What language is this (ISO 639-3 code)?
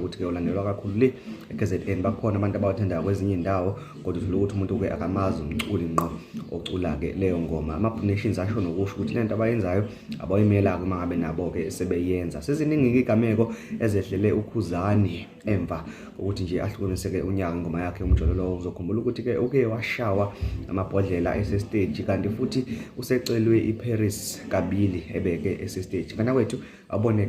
zul